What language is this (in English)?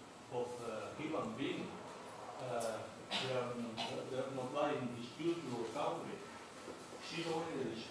Galician